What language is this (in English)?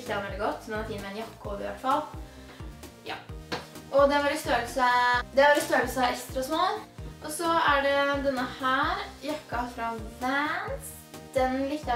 Norwegian